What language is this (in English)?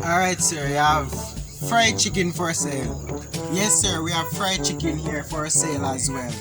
Jamaican Creole English